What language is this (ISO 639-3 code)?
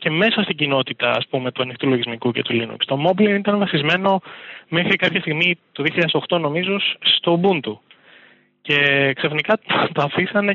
ell